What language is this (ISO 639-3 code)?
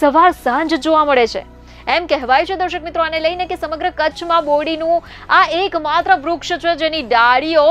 guj